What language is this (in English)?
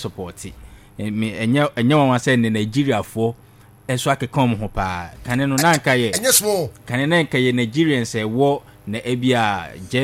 Akan